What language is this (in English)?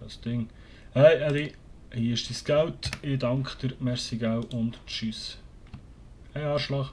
Swiss German